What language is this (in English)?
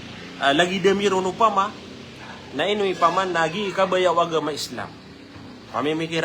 Maranao